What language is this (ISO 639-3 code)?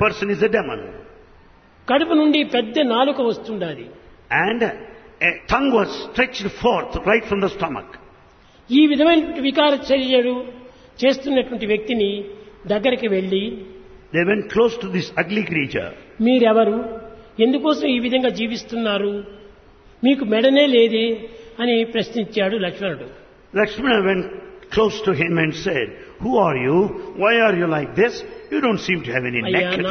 tel